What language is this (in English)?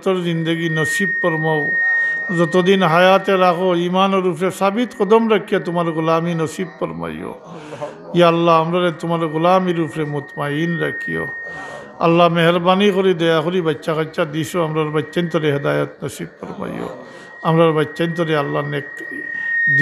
Sylheti